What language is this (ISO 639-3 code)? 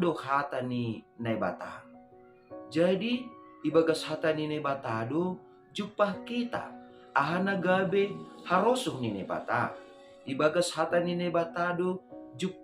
bts